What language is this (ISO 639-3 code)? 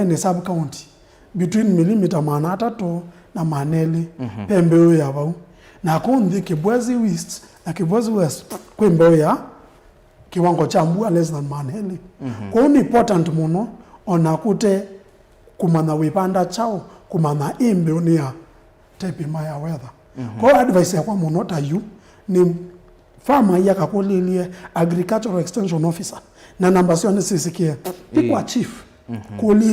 kam